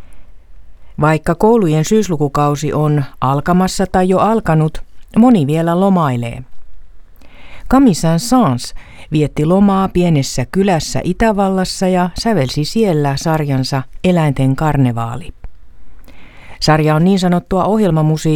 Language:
Finnish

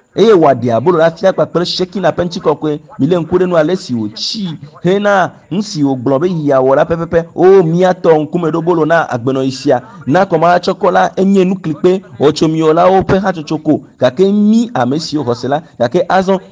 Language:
Ewe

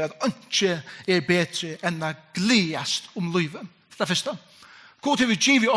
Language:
Faroese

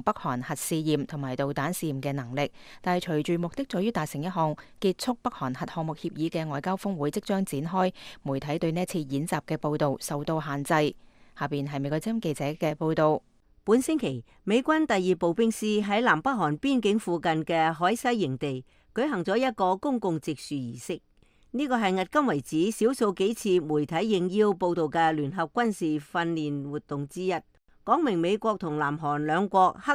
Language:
Cantonese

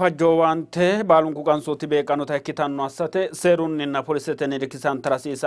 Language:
Sidamo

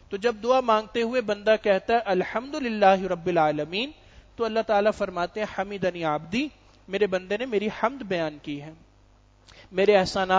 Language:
Urdu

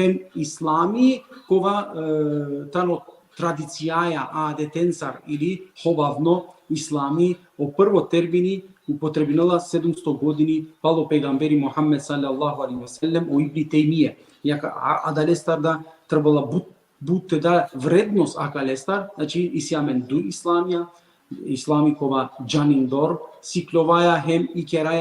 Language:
Balkan Romani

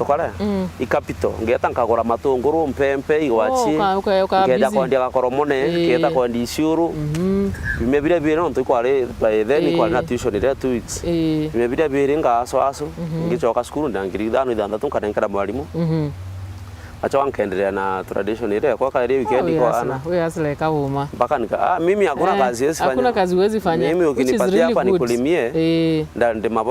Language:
Meru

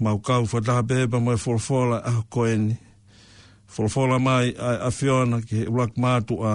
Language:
Tongan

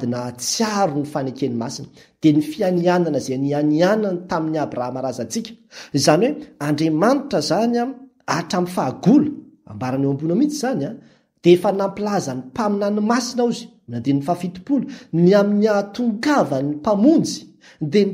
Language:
Malagasy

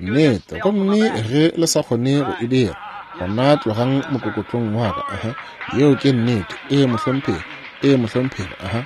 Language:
Northern Sotho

